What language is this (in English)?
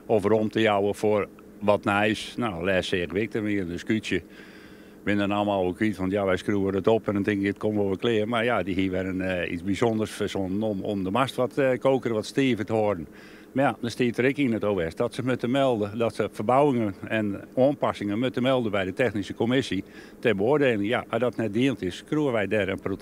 Western Frisian